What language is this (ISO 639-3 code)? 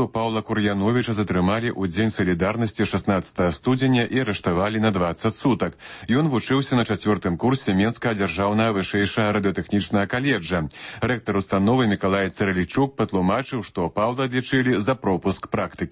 bel